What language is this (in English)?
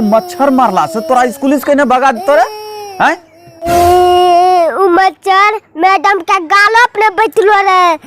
Angika